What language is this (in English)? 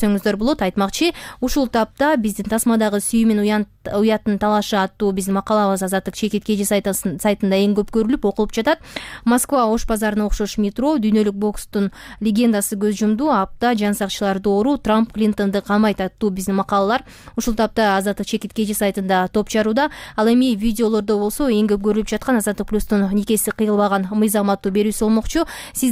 Kyrgyz